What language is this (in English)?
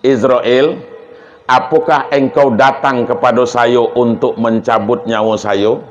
Minangkabau